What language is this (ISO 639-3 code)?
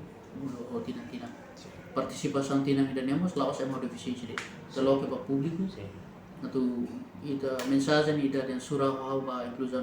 tet